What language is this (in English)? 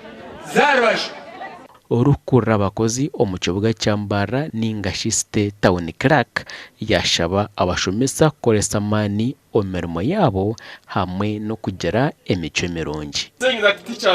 Nyankole